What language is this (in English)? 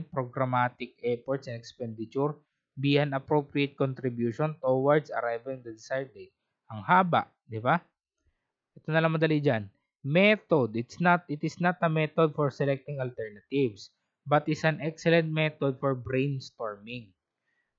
Filipino